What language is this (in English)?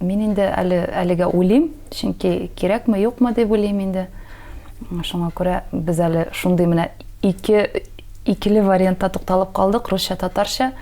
Tatar